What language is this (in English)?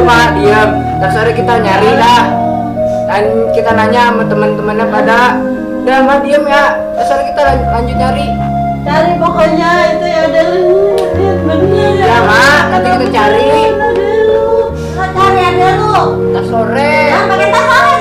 Betawi